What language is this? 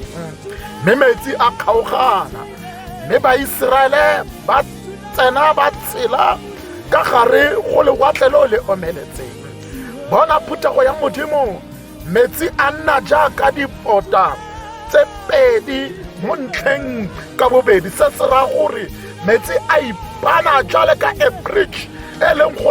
Tswana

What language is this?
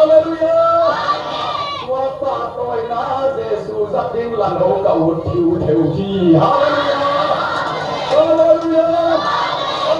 Tedim Chin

